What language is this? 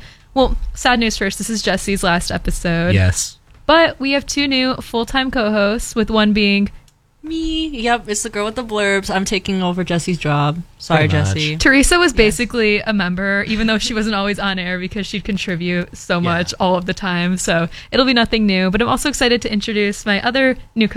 English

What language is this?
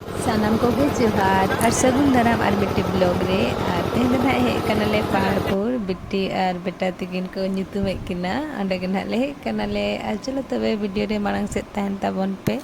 Santali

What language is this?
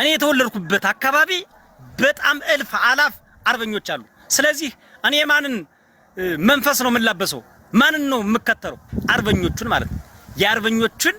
Amharic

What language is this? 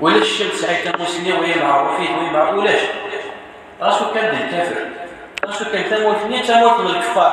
Kabyle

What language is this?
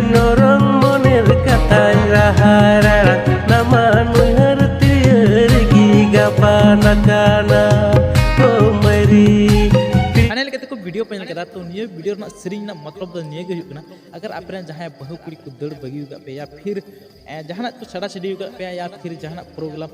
Santali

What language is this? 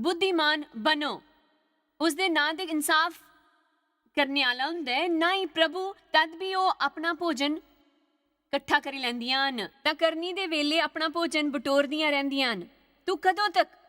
Dogri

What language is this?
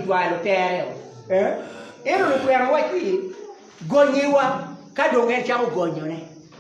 Acoli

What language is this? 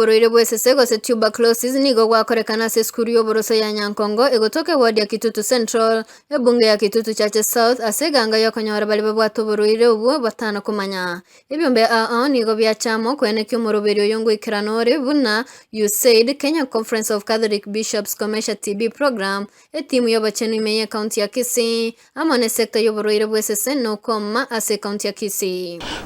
Gusii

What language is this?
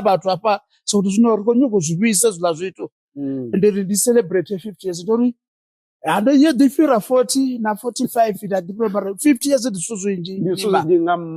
Venda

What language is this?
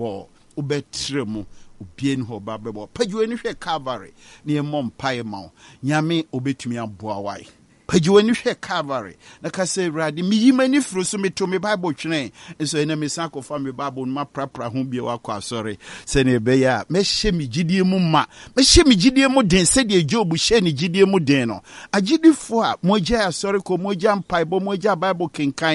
Akan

